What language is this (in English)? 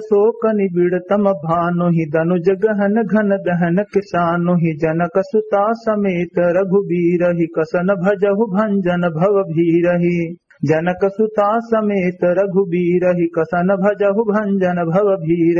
Awadhi